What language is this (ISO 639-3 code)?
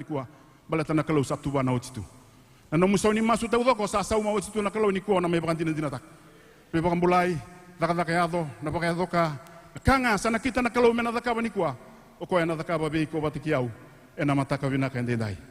fij